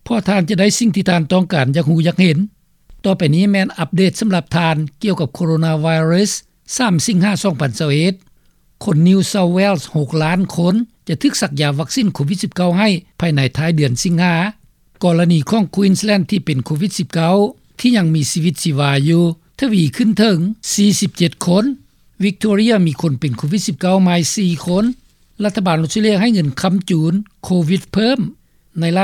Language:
Lao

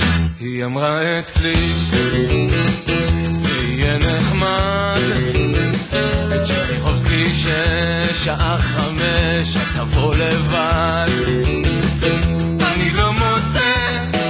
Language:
Hebrew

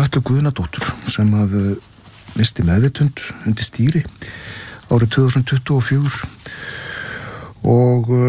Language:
Icelandic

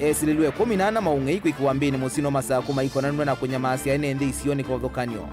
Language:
Kamba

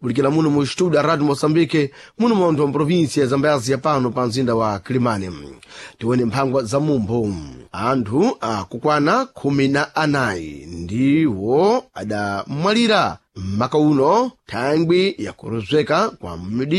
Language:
Sena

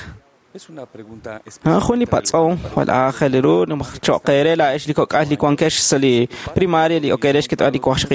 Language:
Kekchí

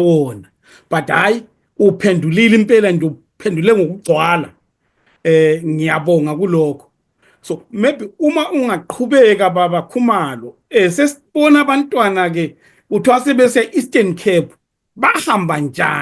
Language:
Zulu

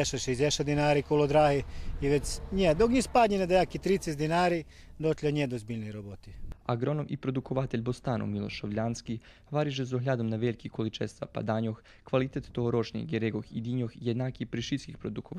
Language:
Rusyn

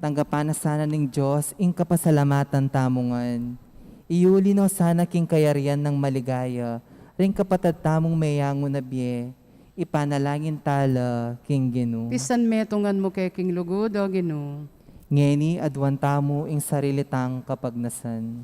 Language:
Pampanga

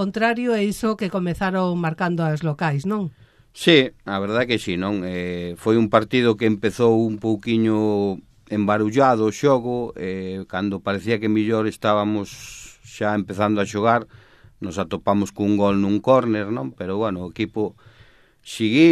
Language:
Galician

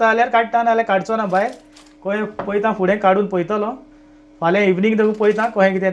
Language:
Konkani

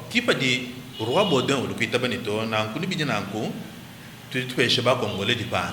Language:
Luba-Lulua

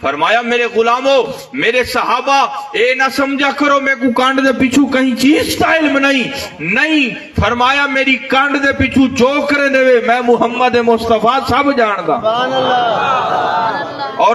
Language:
Saraiki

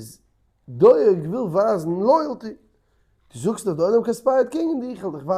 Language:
Yiddish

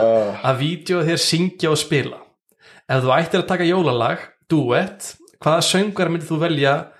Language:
Icelandic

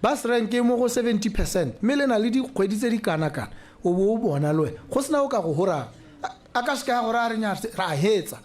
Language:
Tswana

